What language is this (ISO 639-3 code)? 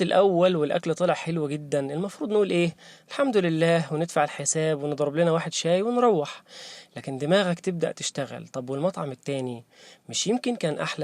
arz